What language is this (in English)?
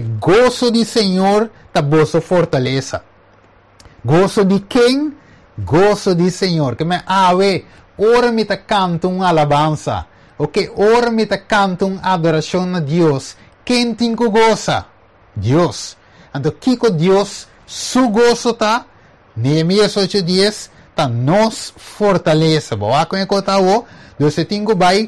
Papiamento